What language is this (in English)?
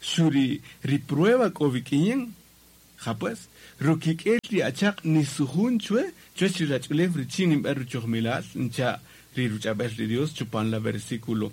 Kaqchikel